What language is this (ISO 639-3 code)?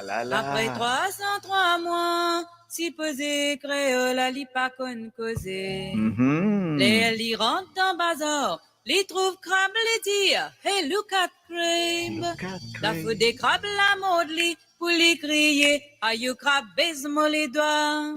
mfe